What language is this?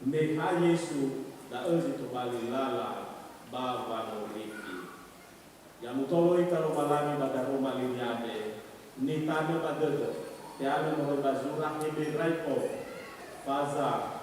Nias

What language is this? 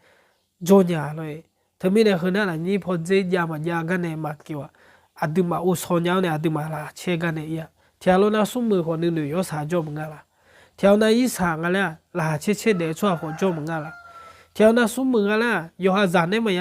Akha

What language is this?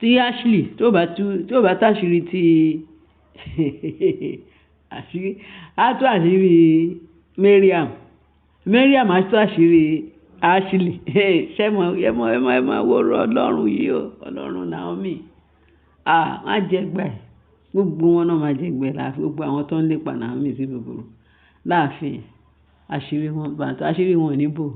Yoruba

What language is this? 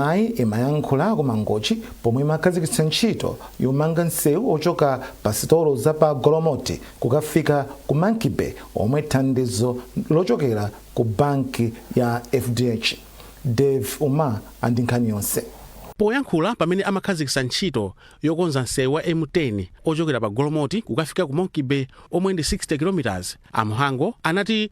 Nyanja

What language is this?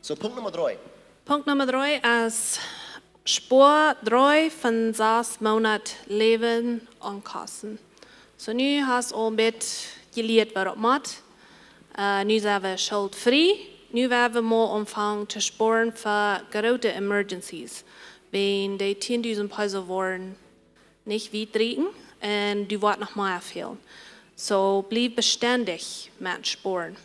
Plautdietsch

